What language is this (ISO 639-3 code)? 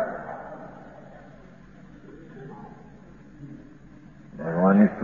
guj